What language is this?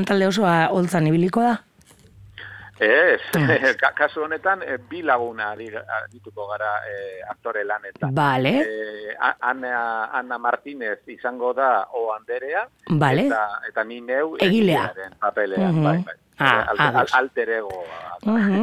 Basque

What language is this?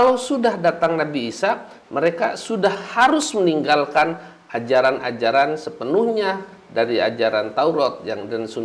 Indonesian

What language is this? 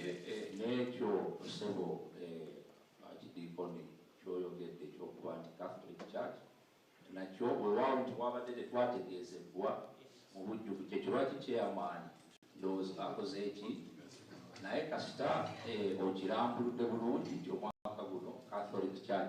Soga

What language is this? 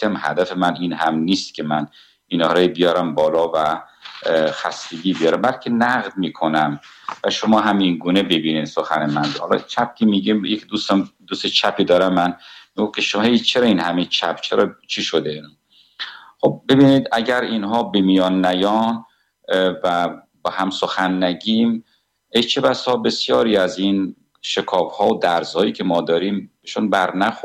Persian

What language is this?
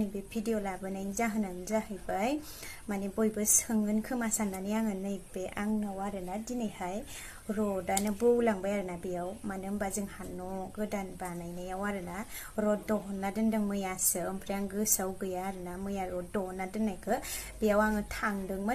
Bodo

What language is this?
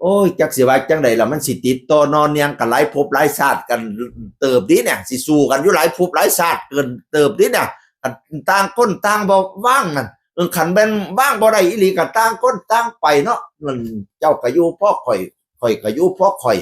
Northeastern Thai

